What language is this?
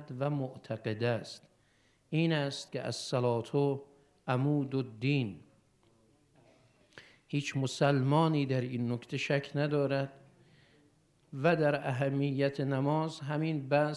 Persian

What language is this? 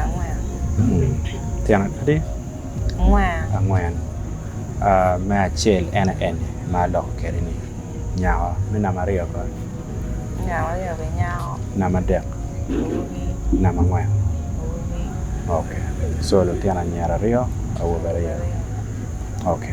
Acoli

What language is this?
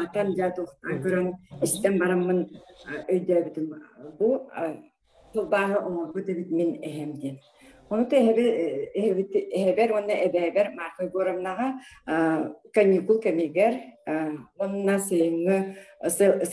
Yakut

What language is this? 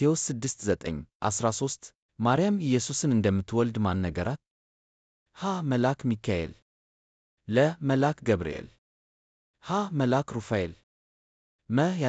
Amharic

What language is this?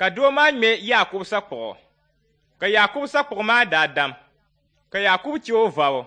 Dagbani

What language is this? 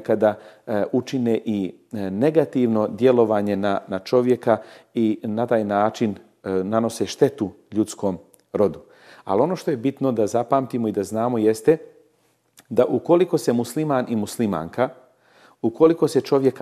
Bosnian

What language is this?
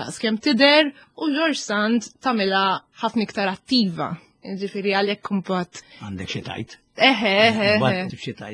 Maltese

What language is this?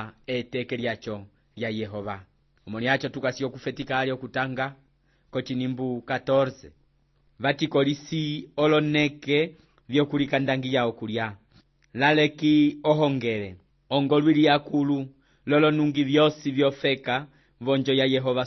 Umbundu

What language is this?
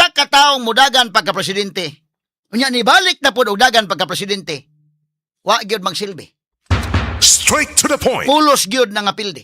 Cebuano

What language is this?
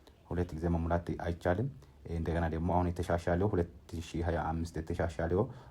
Amharic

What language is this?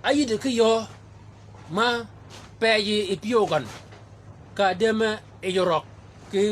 Shilluk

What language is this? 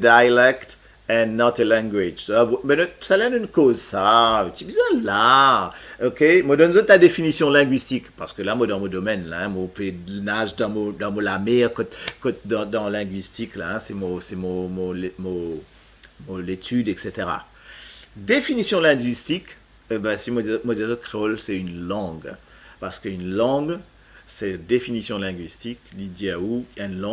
Morisyen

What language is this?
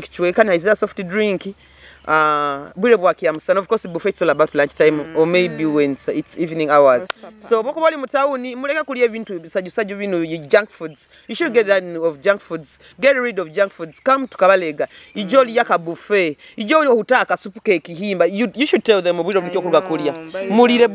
Nyoro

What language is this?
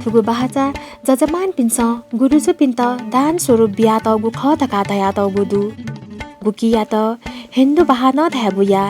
Newari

